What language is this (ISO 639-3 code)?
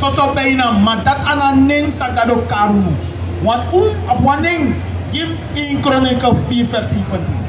srn